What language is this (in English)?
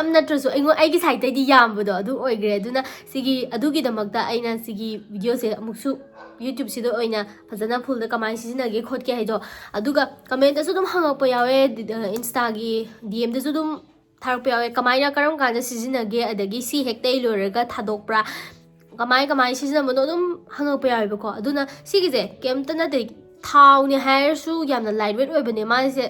Manipuri